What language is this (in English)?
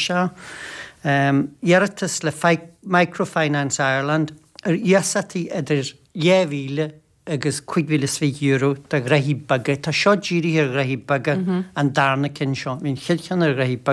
Irish